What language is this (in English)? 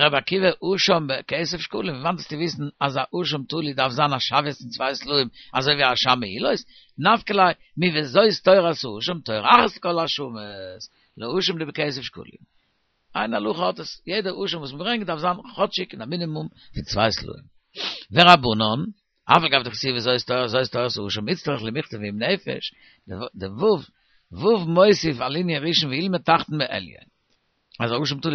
Yiddish